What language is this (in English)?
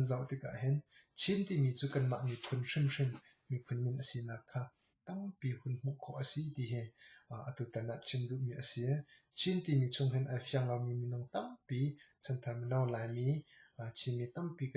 Hakha Chin